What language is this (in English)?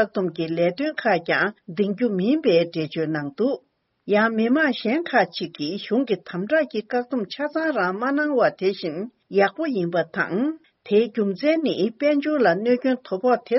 Tibetan